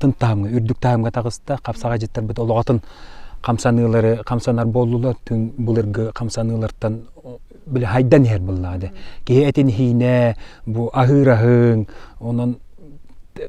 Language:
Yakut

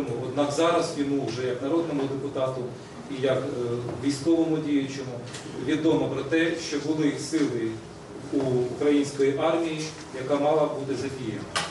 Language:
Ukrainian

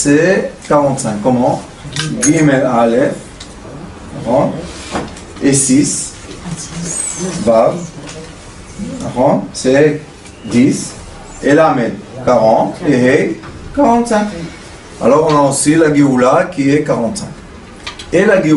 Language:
French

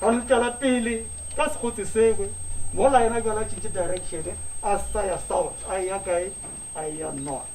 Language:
Northern Sotho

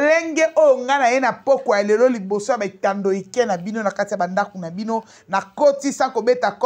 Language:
Lingala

